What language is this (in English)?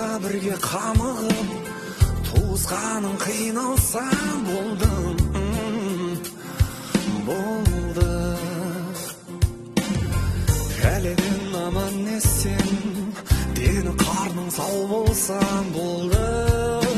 Kazakh